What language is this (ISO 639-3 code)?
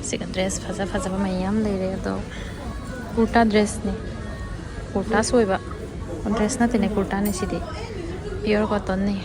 mni